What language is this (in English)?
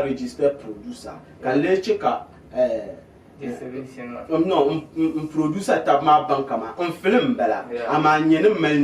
Dagbani